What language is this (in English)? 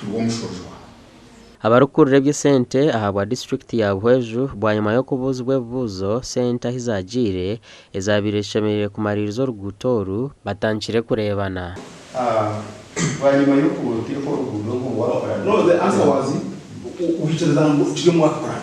Nyankole